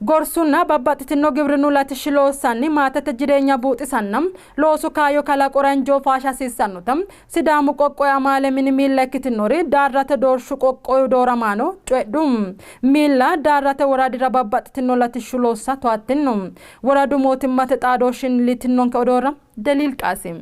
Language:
Sidamo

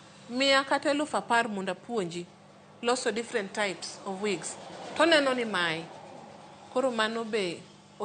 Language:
Luo (Kenya and Tanzania)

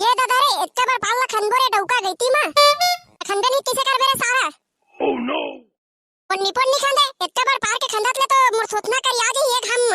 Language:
Chhattisgarhi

